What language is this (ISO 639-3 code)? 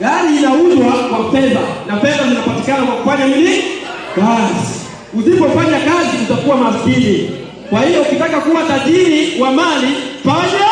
swa